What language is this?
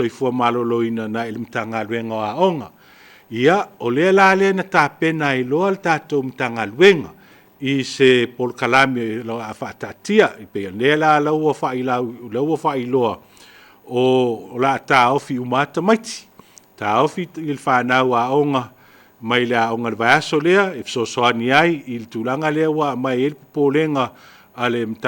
Samoan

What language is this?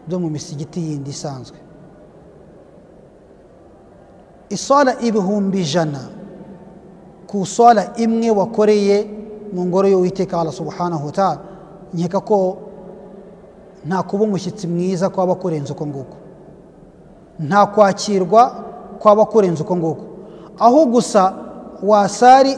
Kinyarwanda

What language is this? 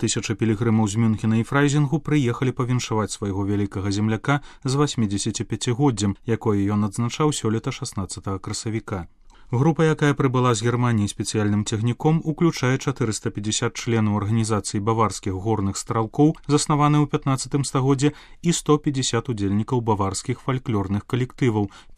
Belarusian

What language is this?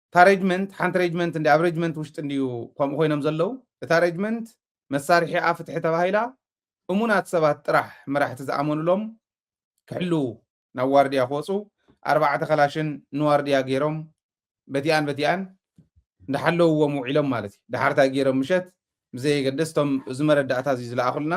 Tigrinya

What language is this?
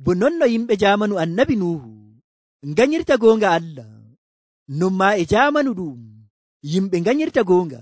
Nigerian Fulfulde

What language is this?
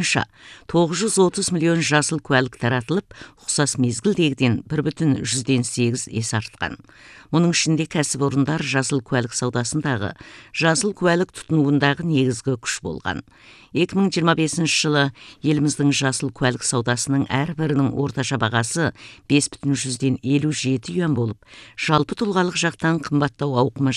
Kazakh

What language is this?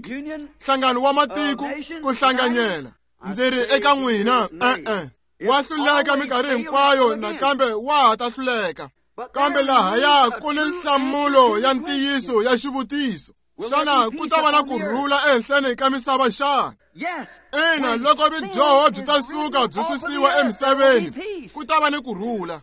Tsonga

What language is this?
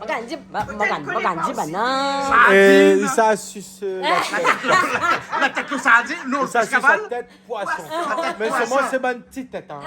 Réunion Creole French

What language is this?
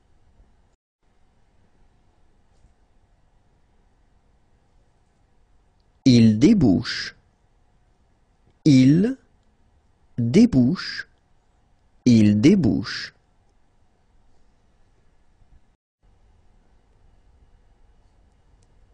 French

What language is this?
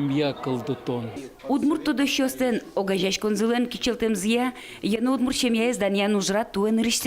Udmurt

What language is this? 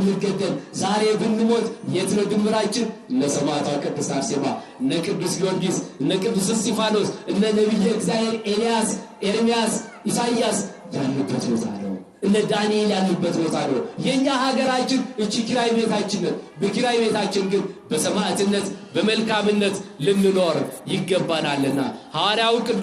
Amharic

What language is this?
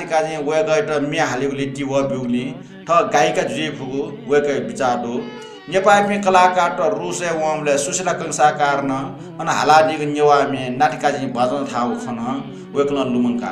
Newari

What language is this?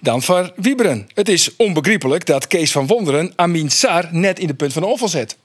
Western Frisian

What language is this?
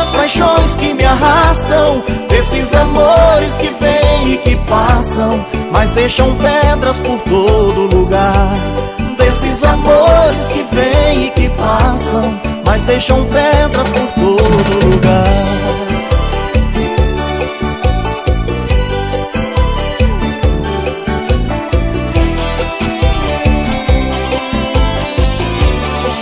Portuguese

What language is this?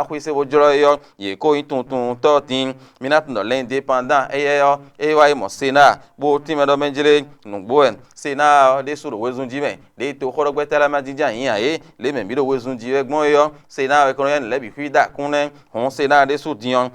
Fon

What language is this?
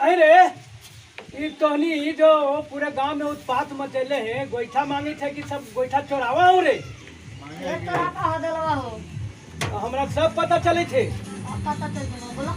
Magahi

